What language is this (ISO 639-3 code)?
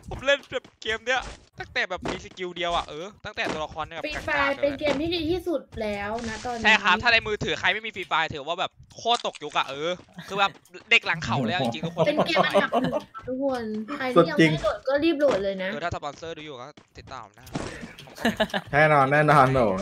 tha